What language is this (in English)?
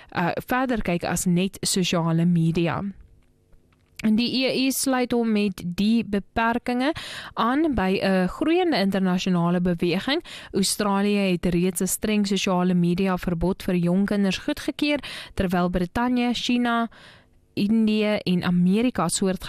Afrikaans